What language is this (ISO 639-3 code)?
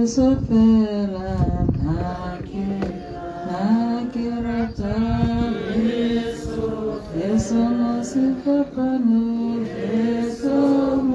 tsn